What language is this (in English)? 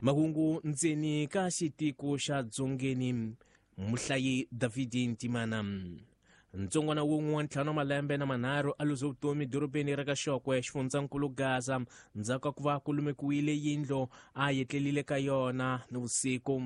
Tsonga